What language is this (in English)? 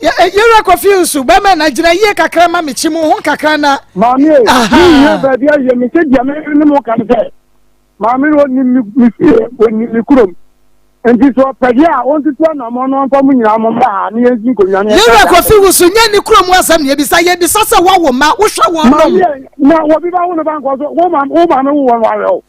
Akan